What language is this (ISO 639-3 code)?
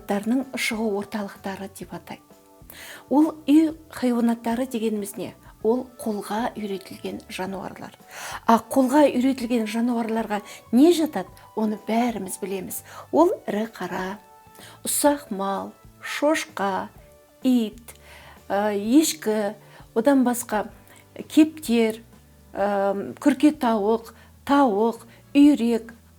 kaz